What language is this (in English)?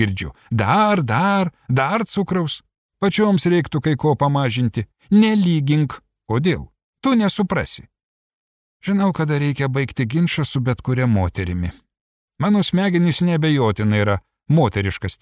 Lithuanian